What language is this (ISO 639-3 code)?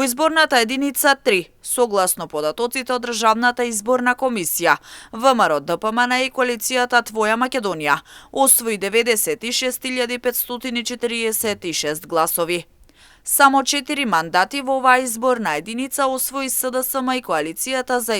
mkd